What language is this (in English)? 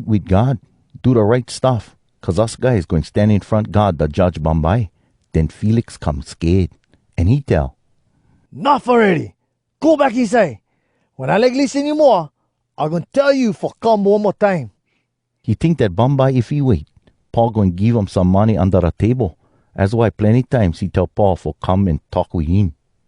Hawai'i Creole English